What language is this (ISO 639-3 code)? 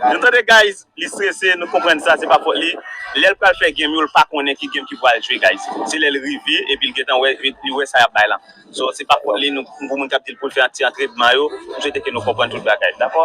hat